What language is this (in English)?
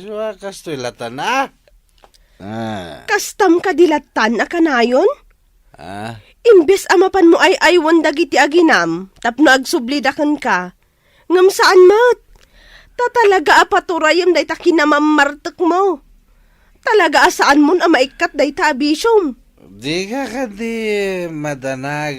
Iloko